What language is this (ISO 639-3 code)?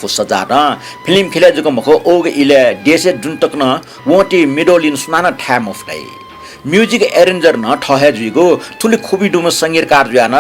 new